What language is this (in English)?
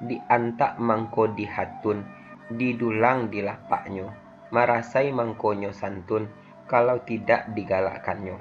Minangkabau